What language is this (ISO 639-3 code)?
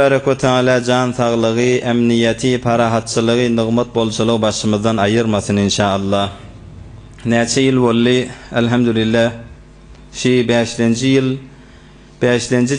tuk